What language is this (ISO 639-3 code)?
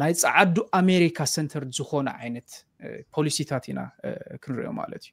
tir